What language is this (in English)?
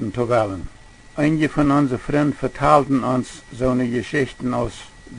Plautdietsch